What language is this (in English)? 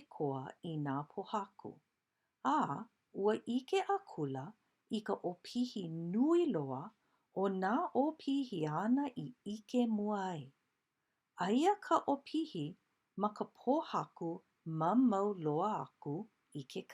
Hawaiian